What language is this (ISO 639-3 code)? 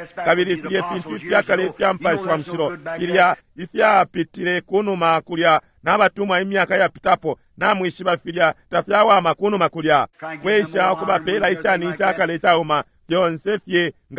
bem